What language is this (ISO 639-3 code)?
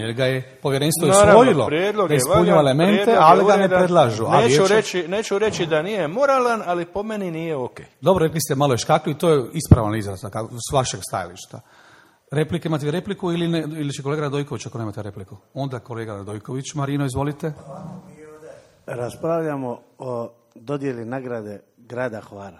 hrv